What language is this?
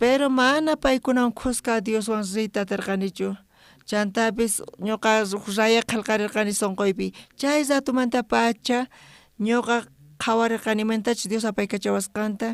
South Bolivian Quechua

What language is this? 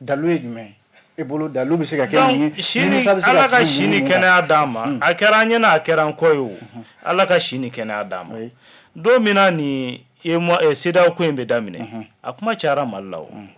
Bambara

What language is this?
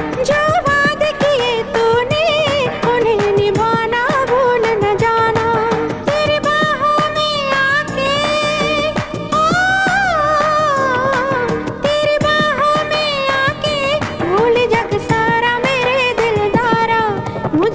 Hindi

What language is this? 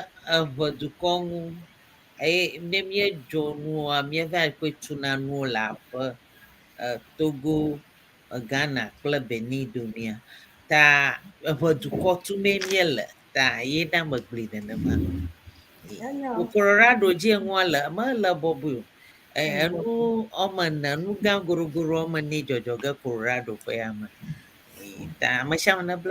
Ewe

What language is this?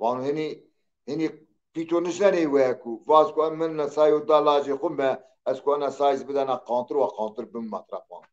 Zaza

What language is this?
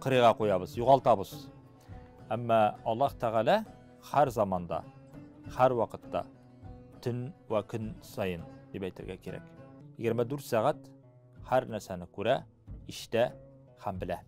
Tatar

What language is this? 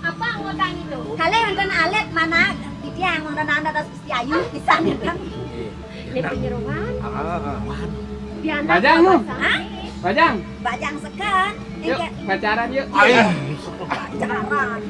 Balinese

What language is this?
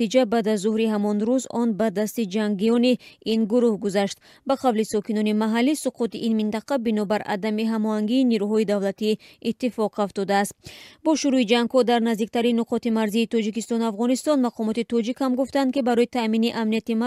Tajik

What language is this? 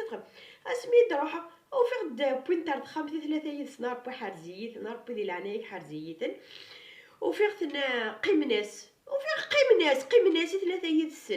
Kabyle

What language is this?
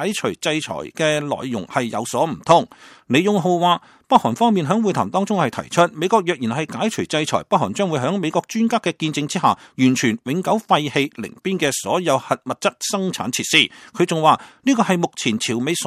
Cantonese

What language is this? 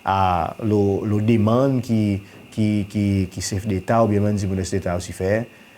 Seselwa Creole French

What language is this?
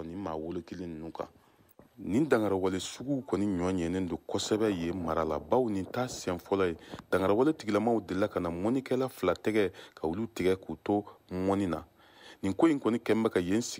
Bambara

